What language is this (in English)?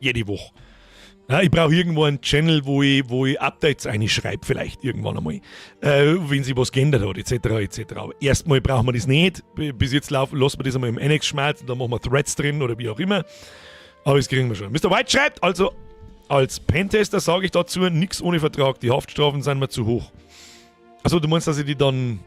Bavarian